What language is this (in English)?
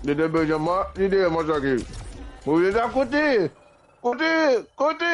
Morisyen